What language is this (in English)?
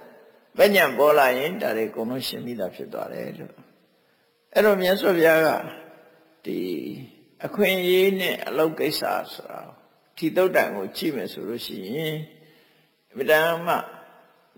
Burmese